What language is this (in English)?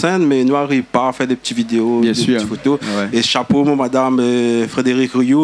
Réunion Creole French